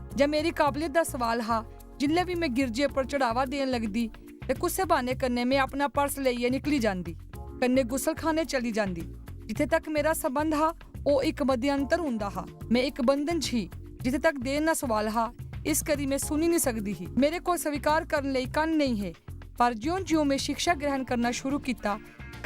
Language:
Dogri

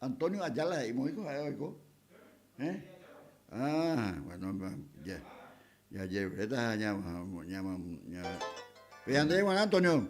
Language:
Guarani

